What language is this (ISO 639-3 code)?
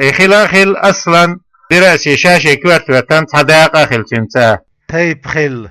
che